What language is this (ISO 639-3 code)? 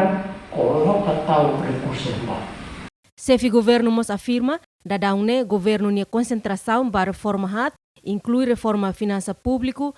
tet